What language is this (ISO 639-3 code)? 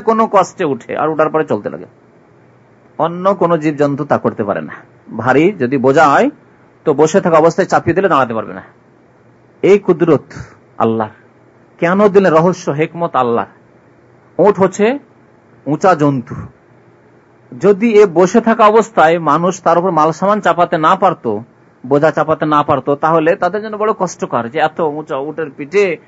ben